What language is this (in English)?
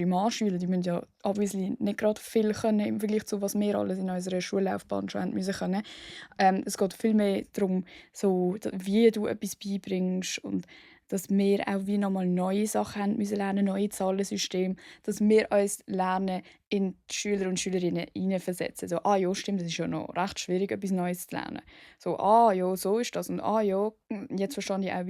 Swiss German